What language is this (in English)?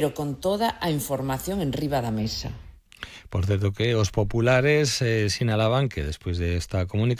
Galician